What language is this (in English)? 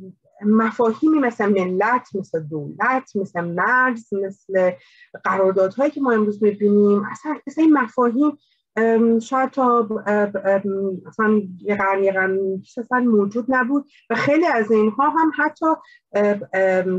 Persian